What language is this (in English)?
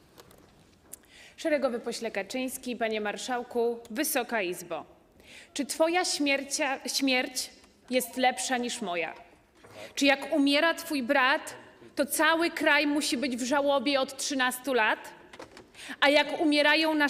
Polish